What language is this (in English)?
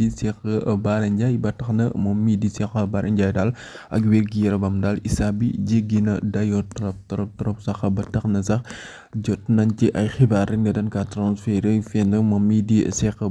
Wolof